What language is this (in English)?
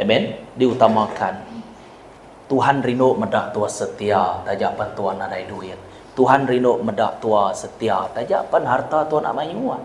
Iban